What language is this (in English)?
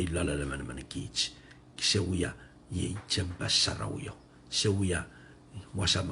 Pohnpeian